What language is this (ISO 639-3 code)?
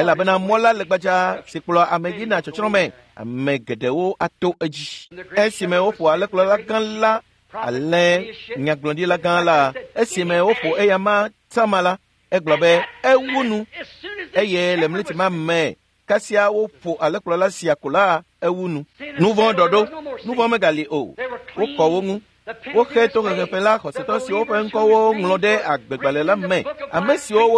ewe